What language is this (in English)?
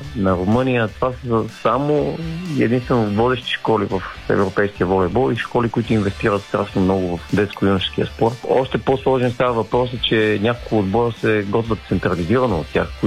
Bulgarian